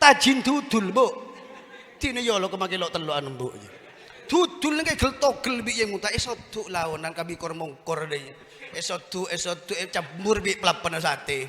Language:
Madurese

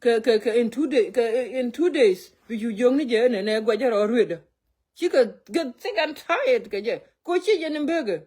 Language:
Nuer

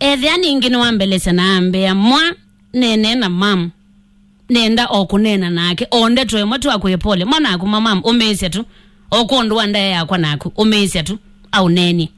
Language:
Kamba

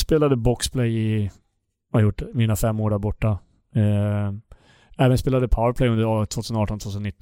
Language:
Swedish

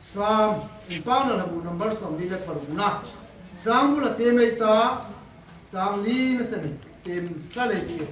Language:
Hmar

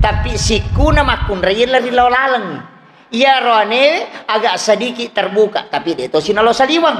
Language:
Buginese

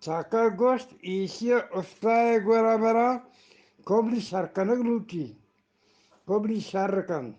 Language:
Eastern Balochi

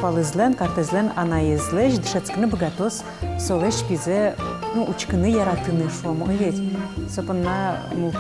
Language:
Udmurt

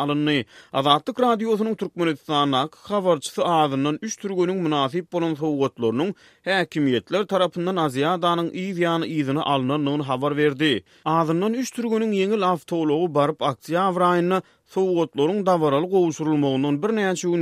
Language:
Turkmen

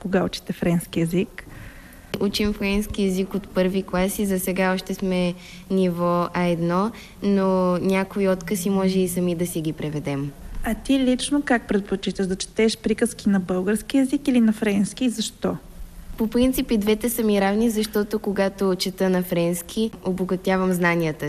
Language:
Bulgarian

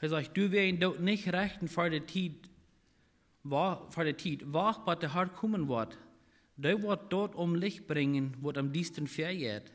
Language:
Plautdietsch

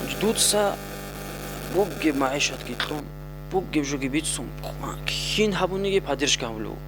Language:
Avaric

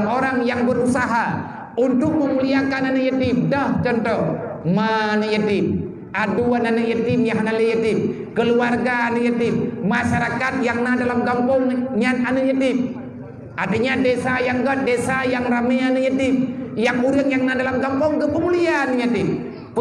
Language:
Achinese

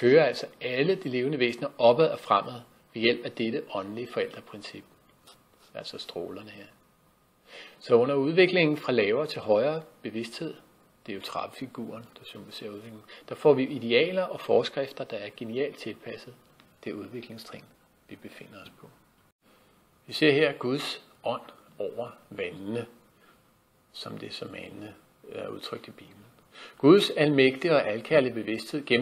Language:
Danish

